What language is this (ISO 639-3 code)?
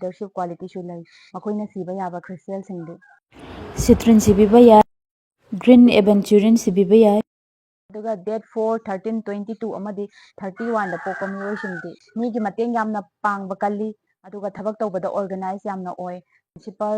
mni